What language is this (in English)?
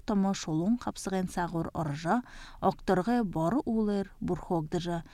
Buriat